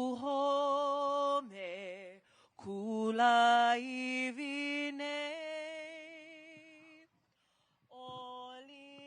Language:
Hawaiian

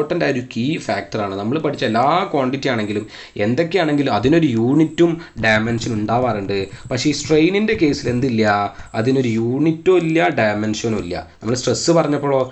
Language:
Malayalam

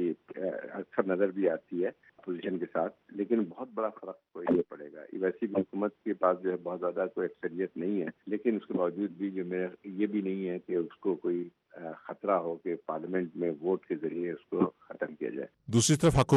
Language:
Urdu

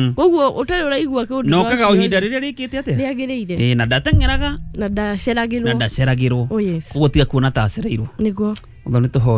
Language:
Kikuyu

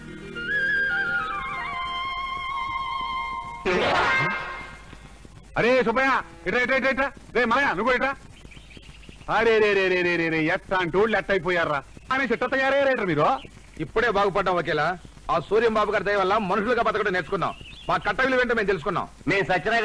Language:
Telugu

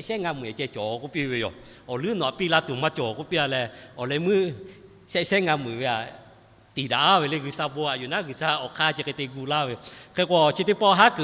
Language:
Lahu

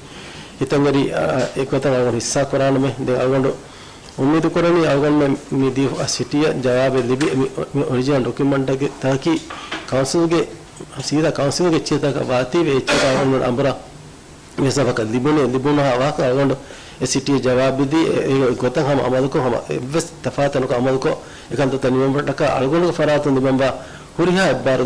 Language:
Divehi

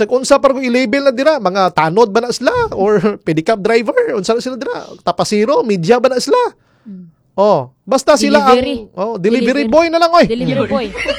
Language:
Cebuano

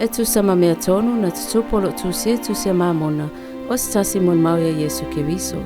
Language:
Samoan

